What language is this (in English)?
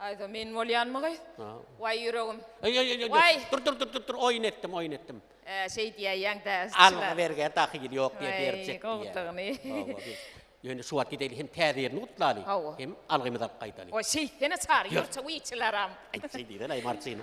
Turkmen